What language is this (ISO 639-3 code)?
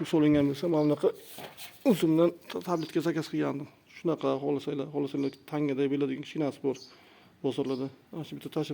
uzb